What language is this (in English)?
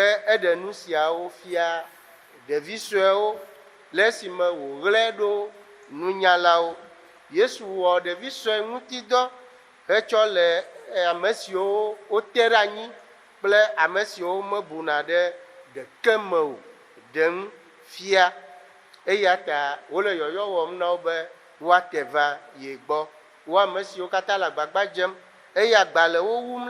Ewe